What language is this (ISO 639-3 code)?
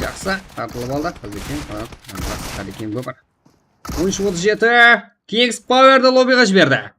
kaa